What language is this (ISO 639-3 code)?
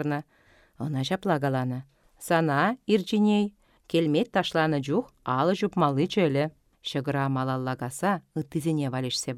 chv